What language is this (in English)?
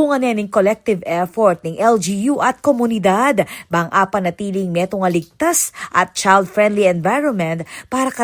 Pampanga